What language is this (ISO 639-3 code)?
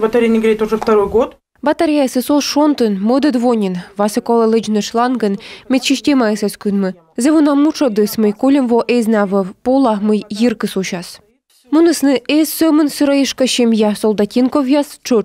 kom